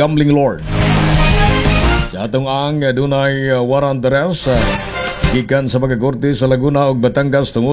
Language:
Cebuano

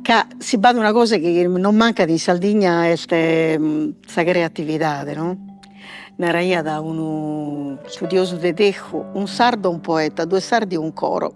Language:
Sardinian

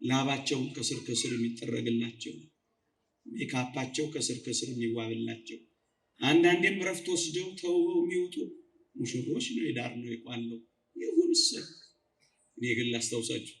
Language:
Amharic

